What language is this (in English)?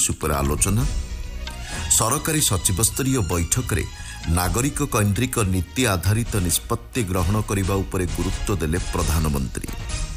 Odia